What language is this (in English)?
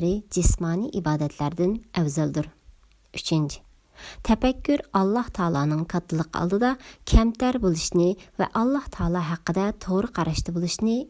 Uyghur